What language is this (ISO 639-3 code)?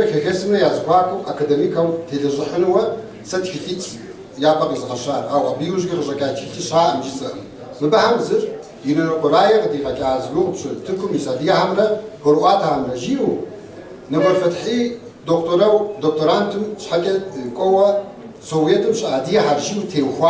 kbd